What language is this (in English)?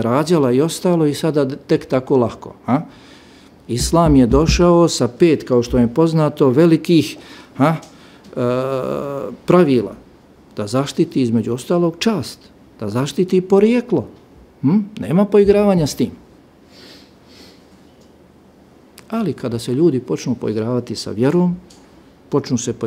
Bosnian